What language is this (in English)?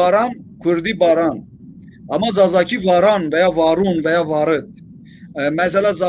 Zaza